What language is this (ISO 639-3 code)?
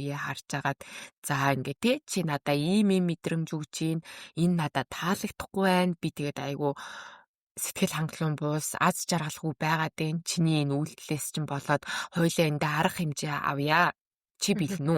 mon